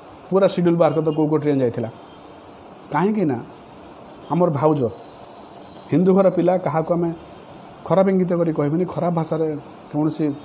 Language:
Odia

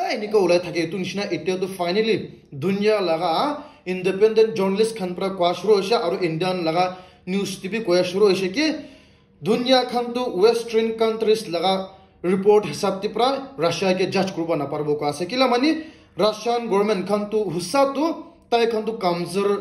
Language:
Naga Pidgin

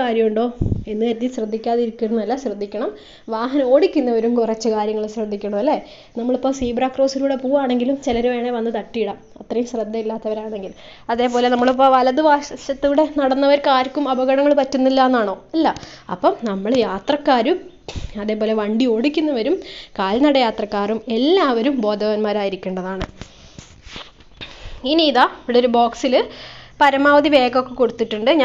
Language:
Malayalam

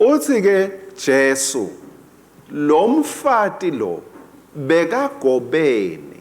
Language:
Swati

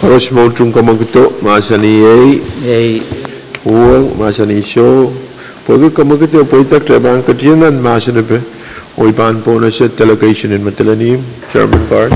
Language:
Pohnpeian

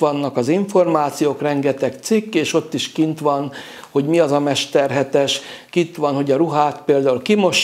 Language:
Hungarian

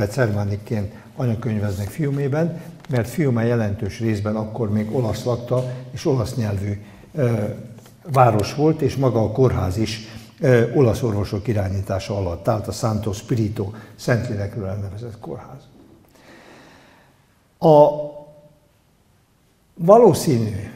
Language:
Hungarian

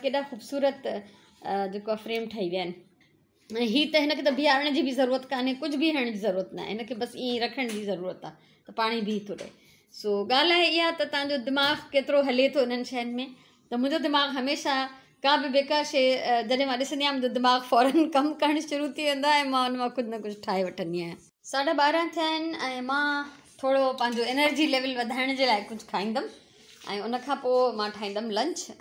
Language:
Sindhi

